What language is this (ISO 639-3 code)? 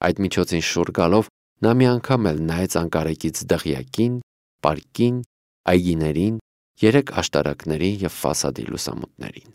hye